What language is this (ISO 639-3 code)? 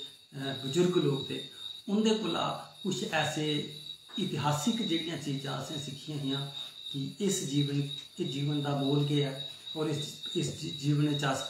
doi